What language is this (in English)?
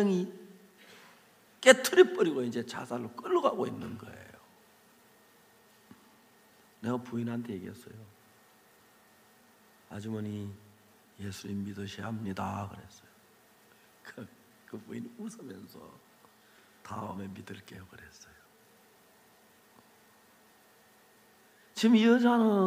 Korean